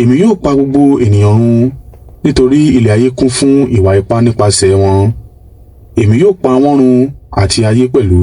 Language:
Yoruba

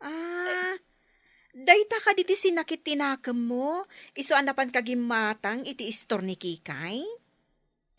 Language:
Iloko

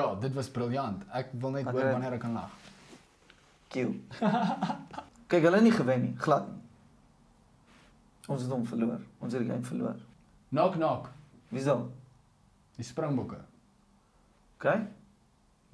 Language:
Afrikaans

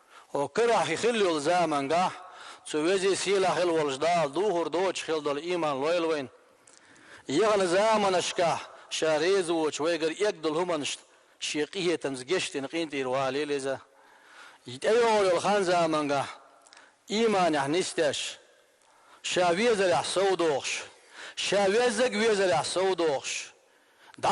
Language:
Chechen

